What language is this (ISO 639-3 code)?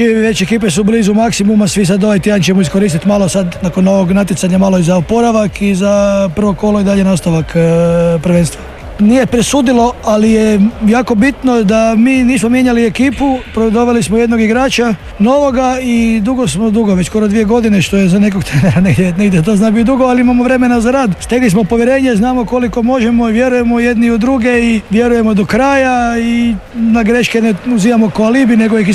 hrv